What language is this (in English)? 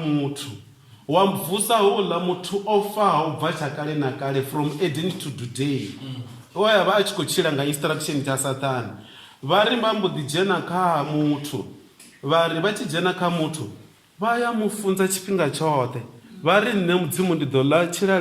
Venda